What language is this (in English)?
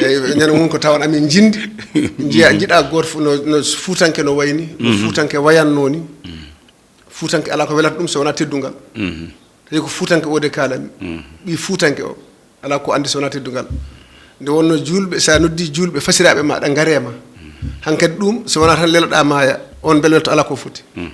Fula